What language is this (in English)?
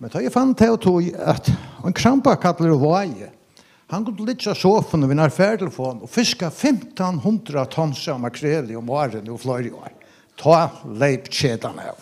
Faroese